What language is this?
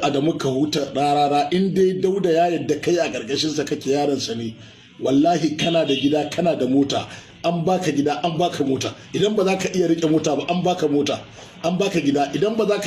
Hausa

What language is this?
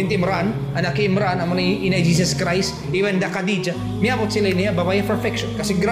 Tausug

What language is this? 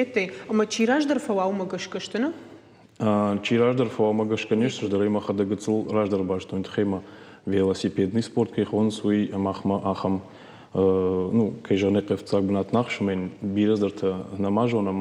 Ossetic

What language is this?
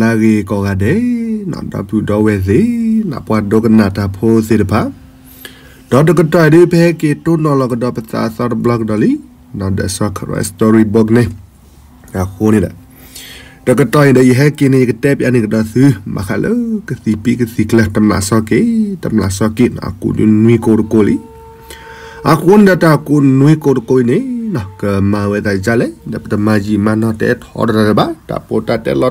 S'gaw Karen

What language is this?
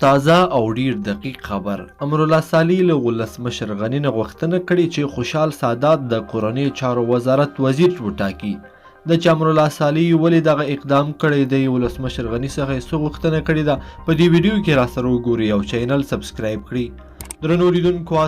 Pashto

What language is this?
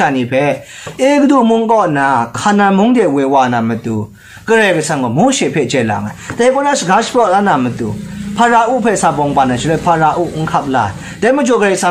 Kachin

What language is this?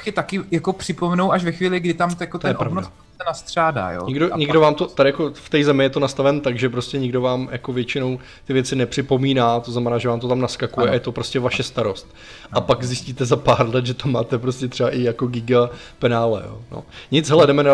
Czech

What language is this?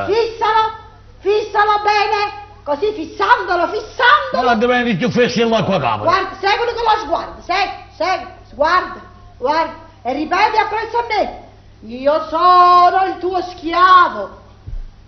Neapolitan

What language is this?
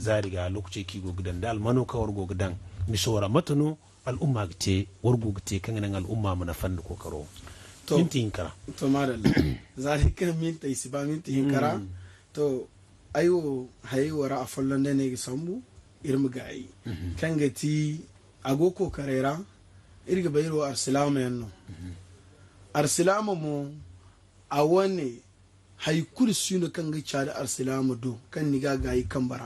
Zarma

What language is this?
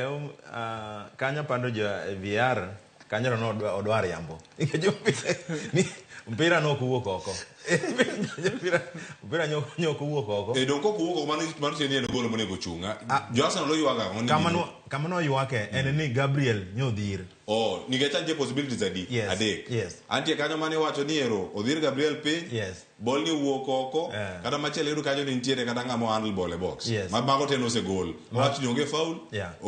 Luo (Kenya and Tanzania)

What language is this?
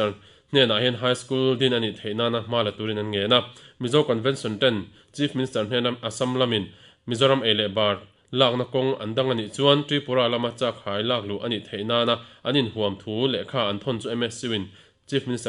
Mizo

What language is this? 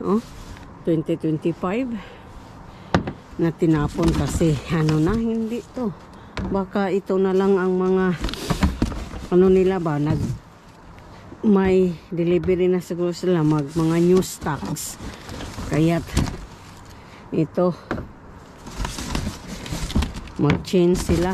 Filipino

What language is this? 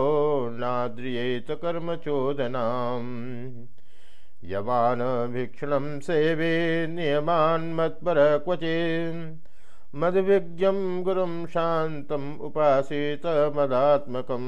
Sanskrit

